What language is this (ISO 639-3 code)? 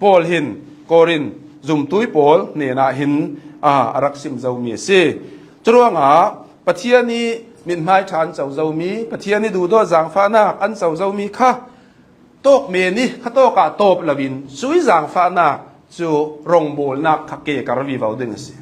cnh